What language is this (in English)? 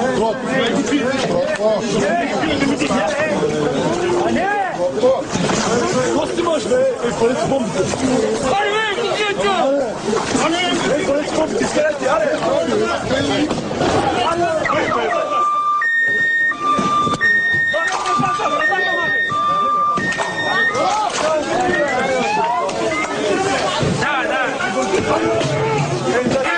Bulgarian